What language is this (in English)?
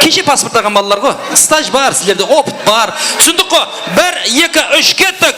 Kara-Kalpak